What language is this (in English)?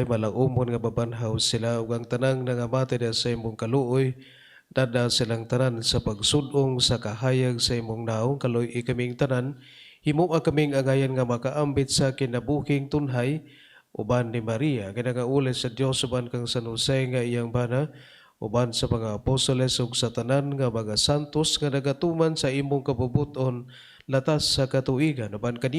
Cebuano